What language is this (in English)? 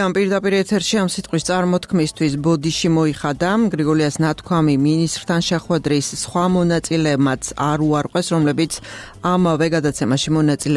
Georgian